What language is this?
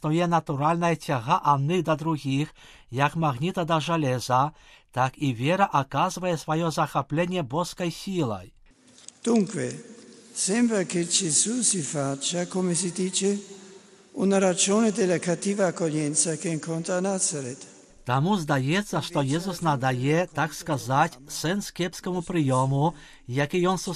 Belarusian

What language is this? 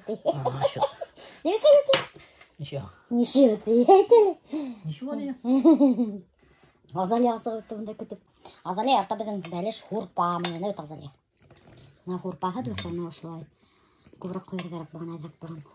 Bashkir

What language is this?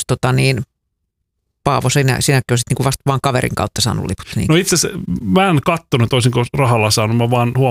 Finnish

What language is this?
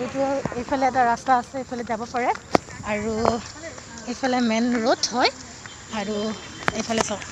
Assamese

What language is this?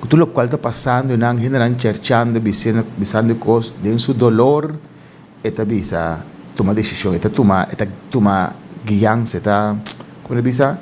Papiamento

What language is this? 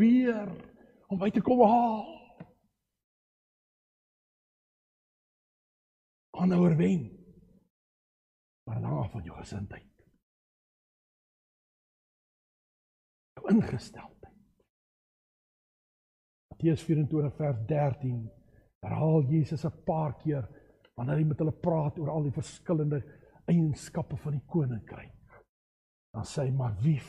Afrikaans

